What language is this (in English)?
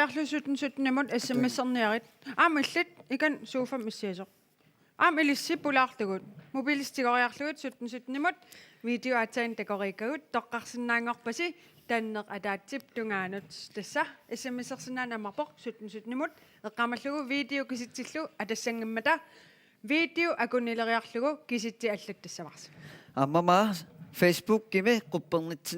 Kalaallisut